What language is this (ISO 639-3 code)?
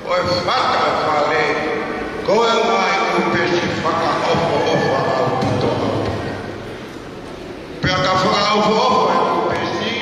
ton